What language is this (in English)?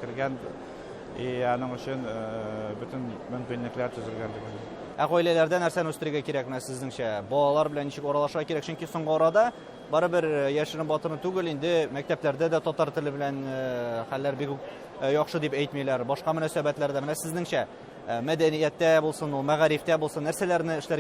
Tatar